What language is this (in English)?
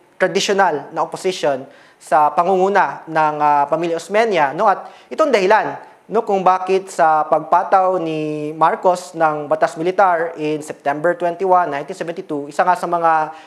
Filipino